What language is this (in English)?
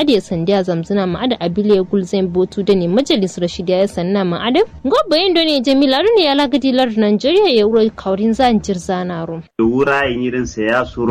Kanuri